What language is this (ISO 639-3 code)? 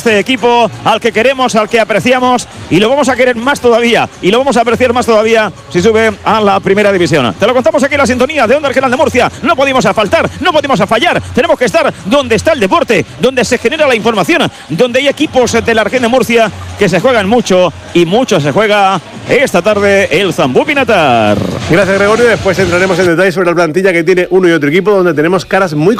spa